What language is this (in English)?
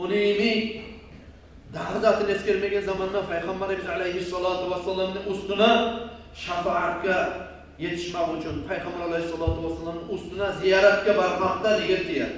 Kumyk